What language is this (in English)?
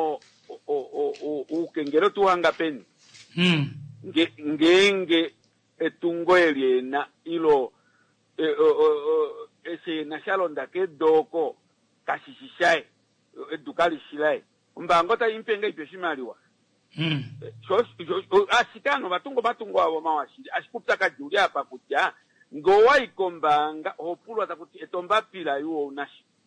Kuanyama